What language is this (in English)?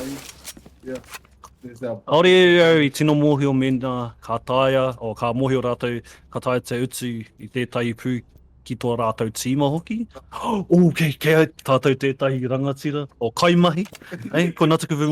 Māori